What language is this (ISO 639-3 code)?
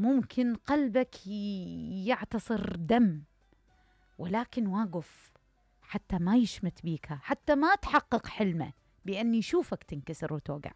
acm